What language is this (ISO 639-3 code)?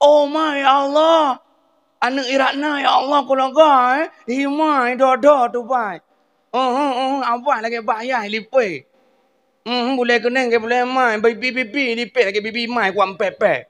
ace